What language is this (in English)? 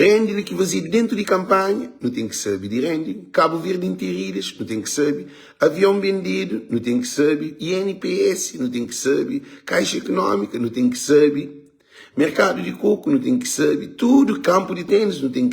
Kabuverdianu